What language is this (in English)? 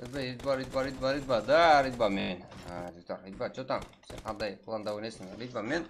Kara-Kalpak